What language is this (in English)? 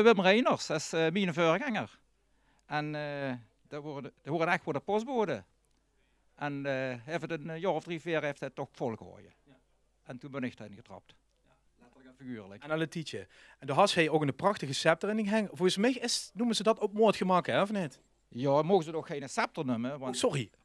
Limburgish